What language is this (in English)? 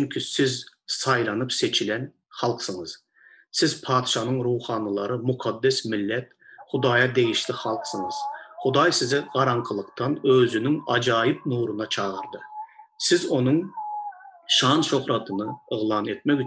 Turkmen